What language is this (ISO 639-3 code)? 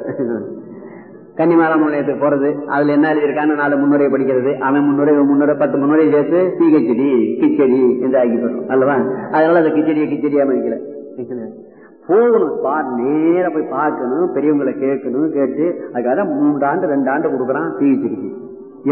tam